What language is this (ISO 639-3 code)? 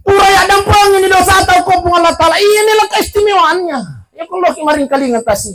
bug